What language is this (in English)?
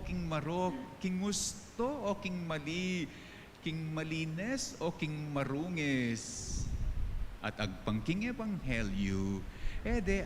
Pampanga